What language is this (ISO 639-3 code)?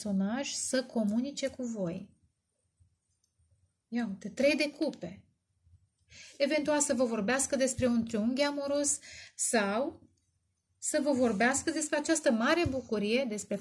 ron